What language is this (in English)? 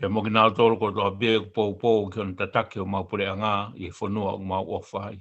Tongan